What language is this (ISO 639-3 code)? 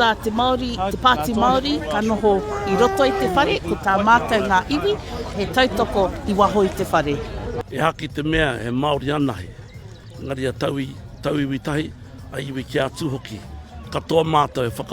mri